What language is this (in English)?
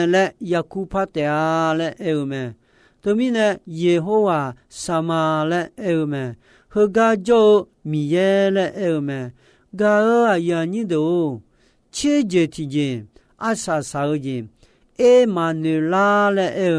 Akha